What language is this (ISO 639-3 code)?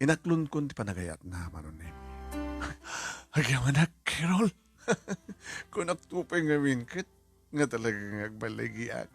ilo